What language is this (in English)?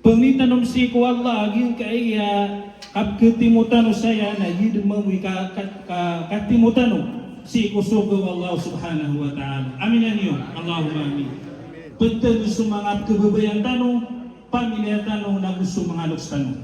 Maranao